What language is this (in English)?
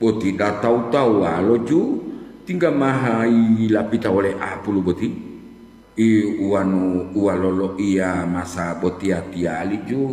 Gorontalo